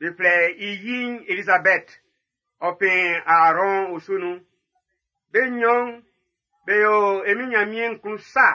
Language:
Baoulé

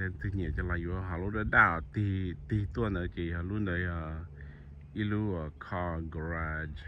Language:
Hmong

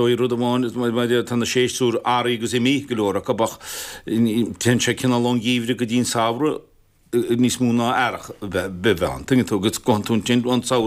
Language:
Irish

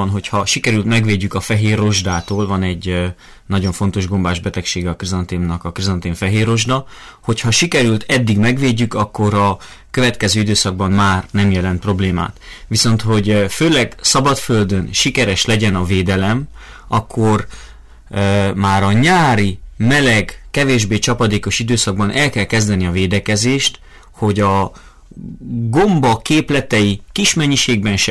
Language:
Hungarian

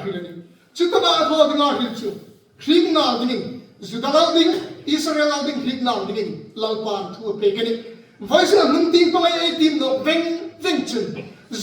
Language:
Hmar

